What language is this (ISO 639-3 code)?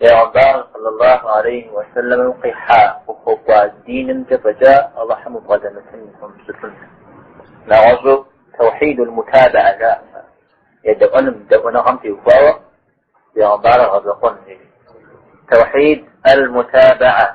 kbd